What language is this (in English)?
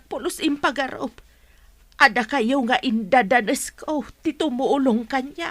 Iloko